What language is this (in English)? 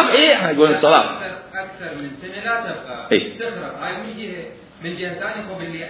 Mesopotamian Arabic